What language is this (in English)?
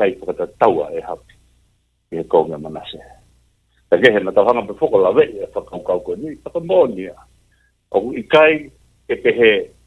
Tongan